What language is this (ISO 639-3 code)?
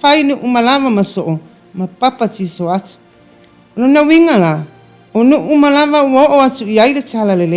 smo